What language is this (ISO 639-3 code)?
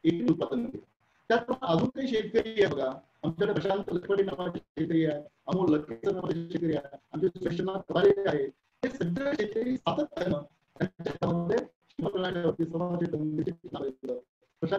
mar